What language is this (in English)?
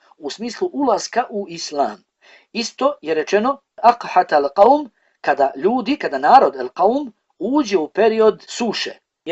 Bosnian